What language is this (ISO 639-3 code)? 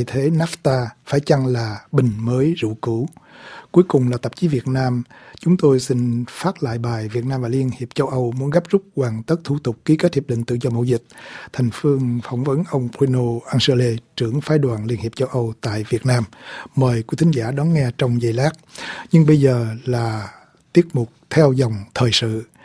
vie